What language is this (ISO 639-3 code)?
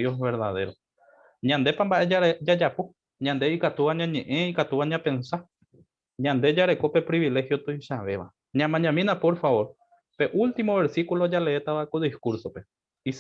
grn